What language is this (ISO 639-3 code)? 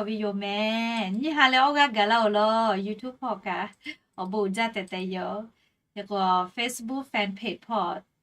lhu